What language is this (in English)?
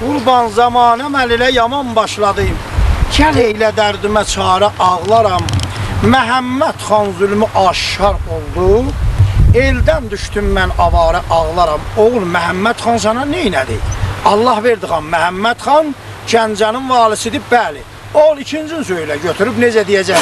South Azerbaijani